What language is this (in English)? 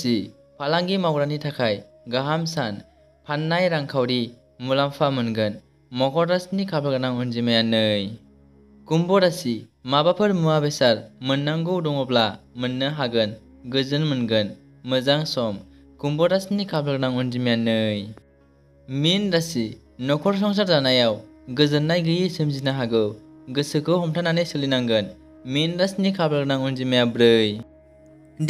Bodo